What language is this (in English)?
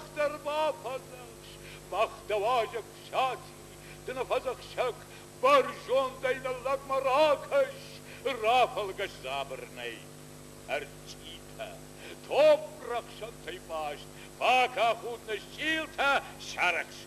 Ossetic